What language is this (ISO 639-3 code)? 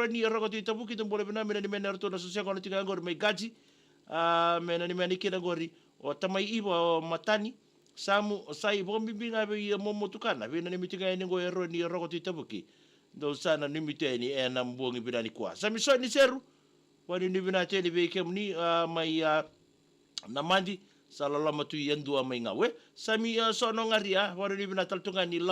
fij